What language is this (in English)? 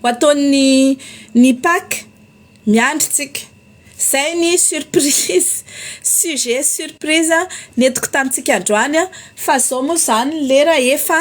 Malagasy